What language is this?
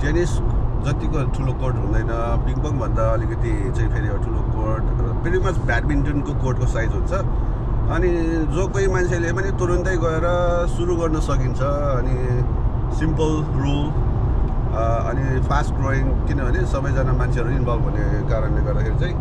Nepali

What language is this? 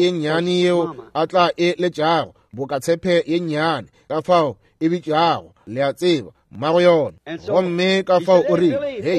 Northern Sotho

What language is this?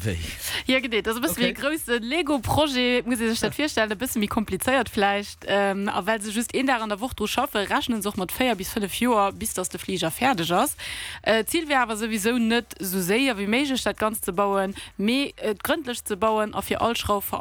Luxembourgish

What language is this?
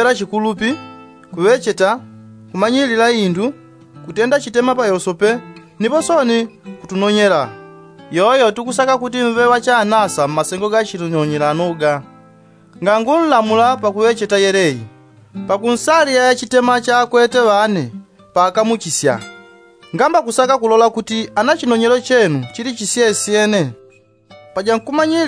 Yao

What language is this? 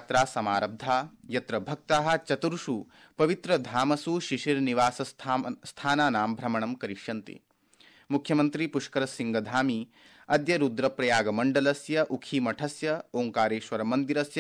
Sanskrit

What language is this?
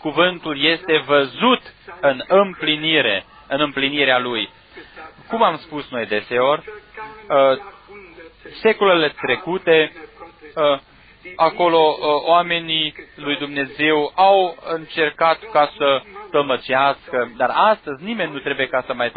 Romanian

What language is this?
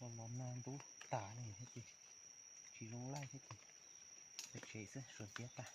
Hmong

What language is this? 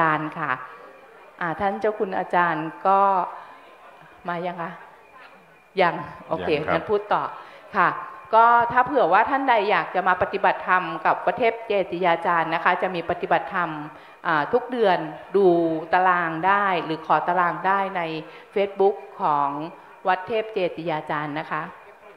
Thai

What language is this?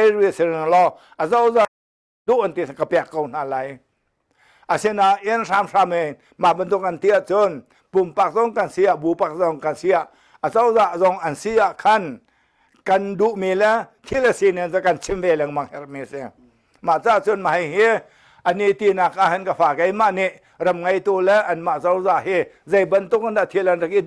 Hakha Chin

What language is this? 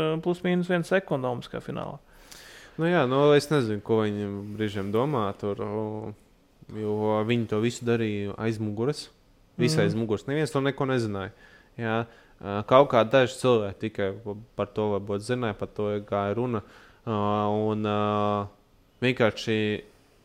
Latvian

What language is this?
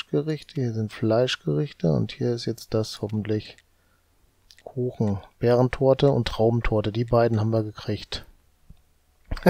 German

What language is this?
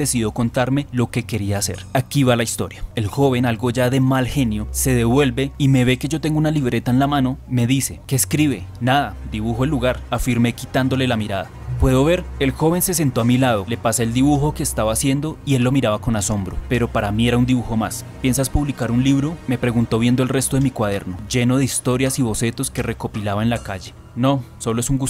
Spanish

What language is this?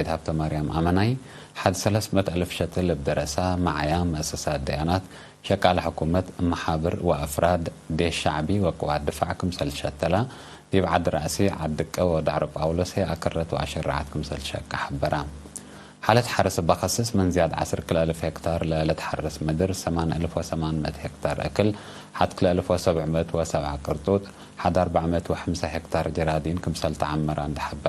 Tigre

